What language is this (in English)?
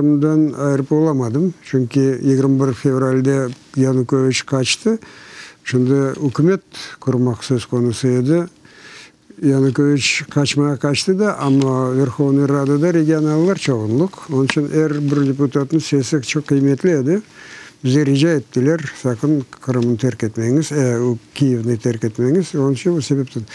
Crimean Tatar